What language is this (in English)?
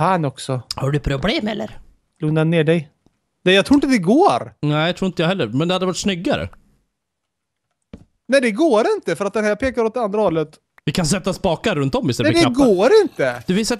Swedish